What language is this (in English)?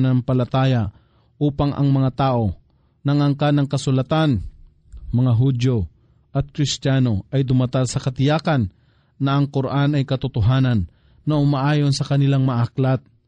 Filipino